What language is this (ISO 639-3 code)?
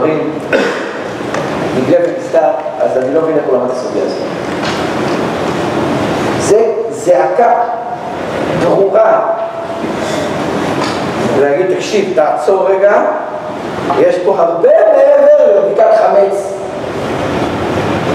heb